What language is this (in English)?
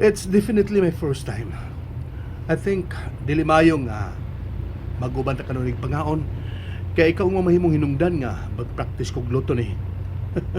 Cebuano